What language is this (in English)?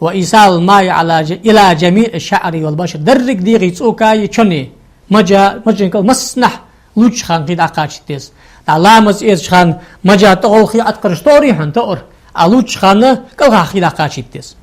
Ingush